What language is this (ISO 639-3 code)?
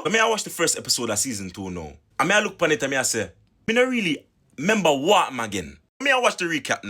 jam